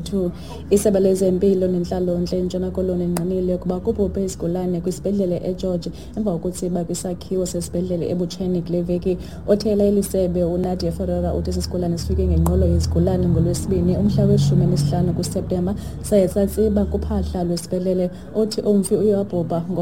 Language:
Xhosa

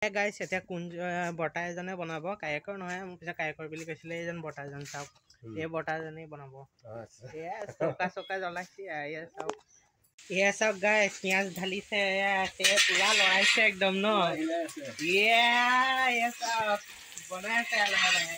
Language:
Assamese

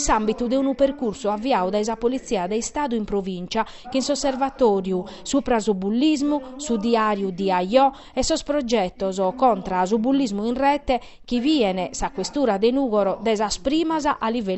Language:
Sardinian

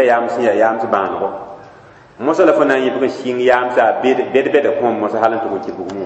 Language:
Mossi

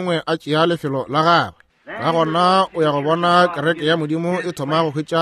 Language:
Northern Sotho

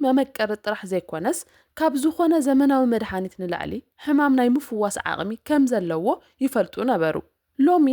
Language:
Tigrinya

